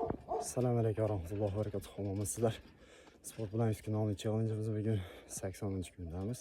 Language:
Uzbek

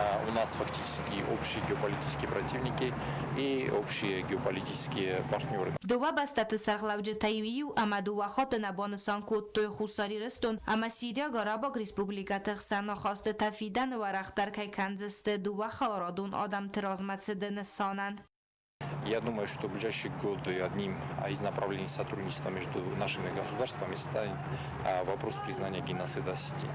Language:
Ossetic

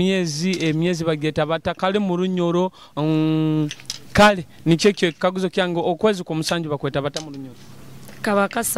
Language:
Nyoro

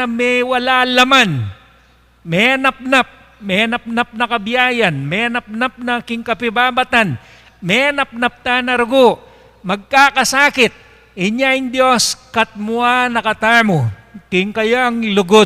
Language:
Pampanga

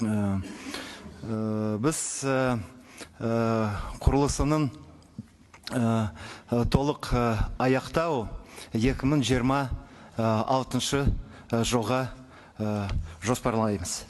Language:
Kazakh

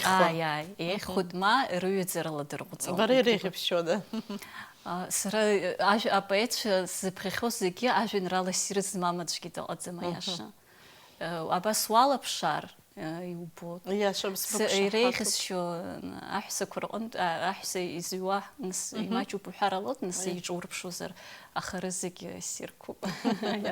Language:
Abkhazian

